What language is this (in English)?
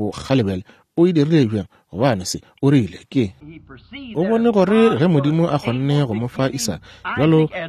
Northern Sotho